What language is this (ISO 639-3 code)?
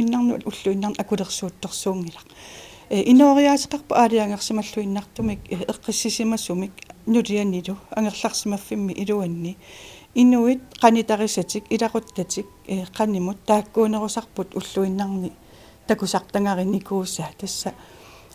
kal